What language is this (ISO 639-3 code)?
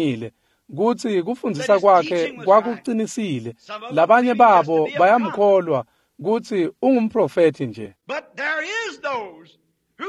ssw